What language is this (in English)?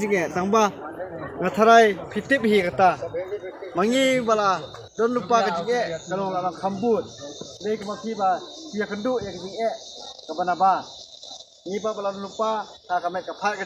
Khasi